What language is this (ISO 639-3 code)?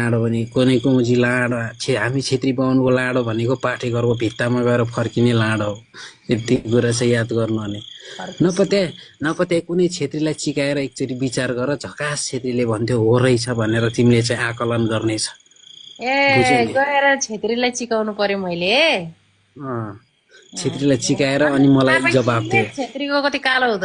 nep